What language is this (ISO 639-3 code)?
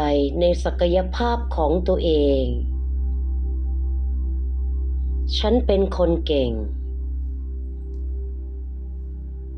tha